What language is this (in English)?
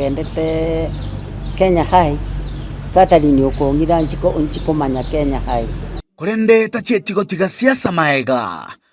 Gusii